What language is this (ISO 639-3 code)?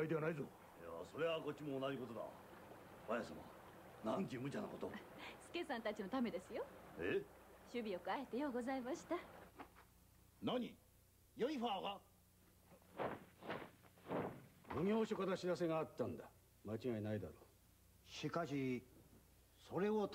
jpn